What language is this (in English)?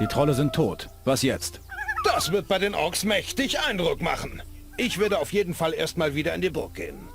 Bavarian